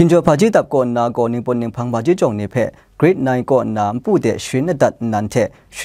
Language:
Kachin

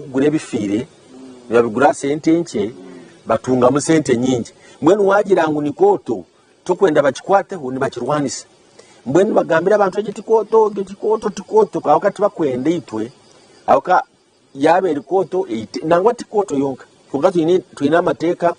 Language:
Nyankole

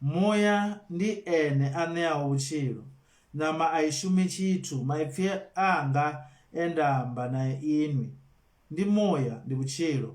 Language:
Venda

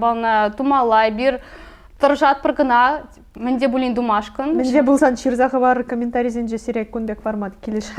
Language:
Chuvash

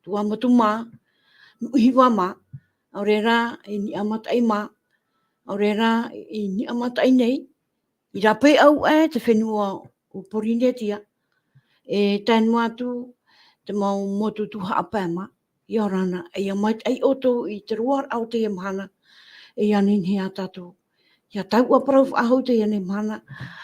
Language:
Tahitian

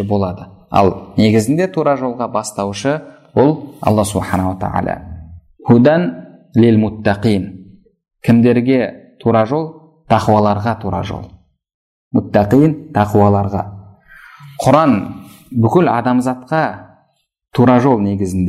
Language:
Kazakh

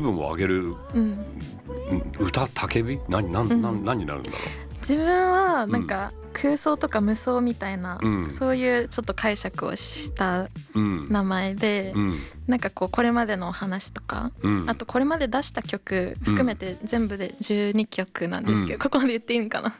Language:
Japanese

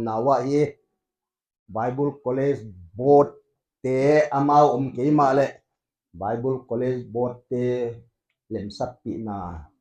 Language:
Paite Chin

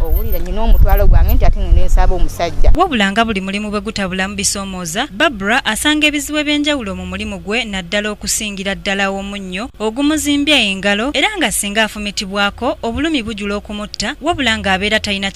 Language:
Ganda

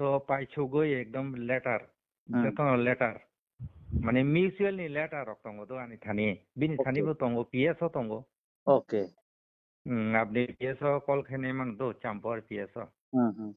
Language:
Kok Borok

